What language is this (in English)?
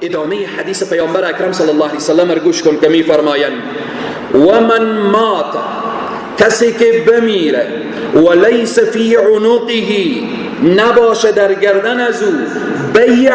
Persian